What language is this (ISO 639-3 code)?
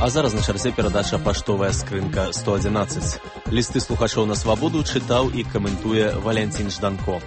bel